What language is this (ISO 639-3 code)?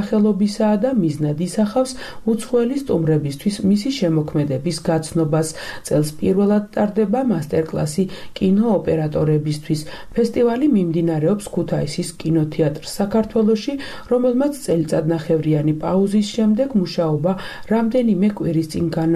kat